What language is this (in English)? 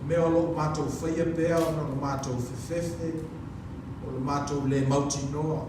Samoan